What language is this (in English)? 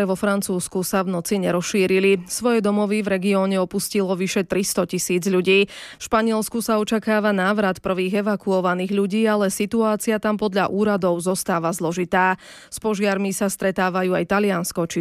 Slovak